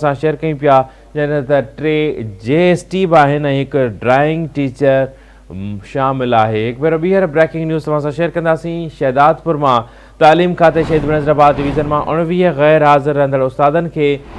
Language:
Sindhi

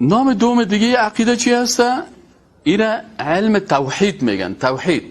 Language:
Persian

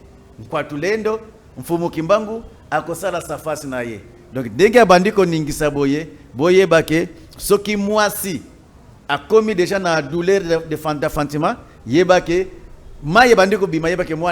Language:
Lingala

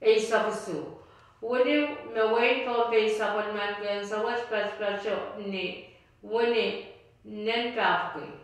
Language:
Pohnpeian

